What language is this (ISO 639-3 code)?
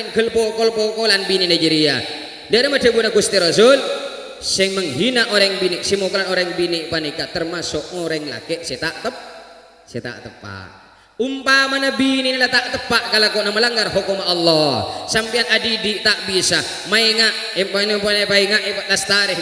mad